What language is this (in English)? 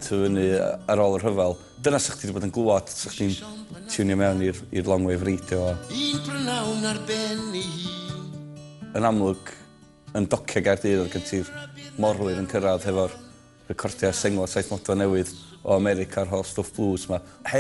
Welsh